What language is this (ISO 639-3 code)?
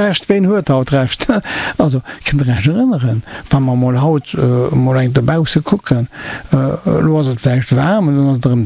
ltz